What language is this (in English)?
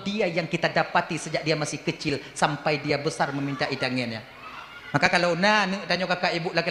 Achinese